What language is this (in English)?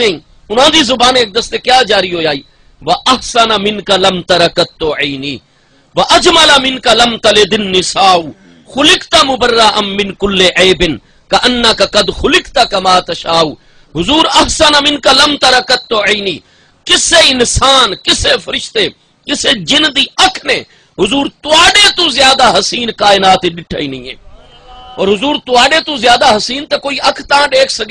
Saraiki